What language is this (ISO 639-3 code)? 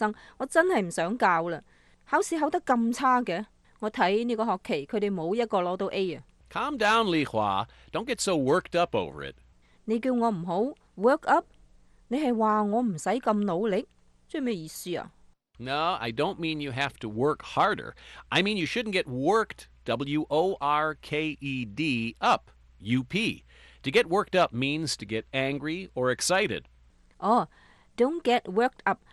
yue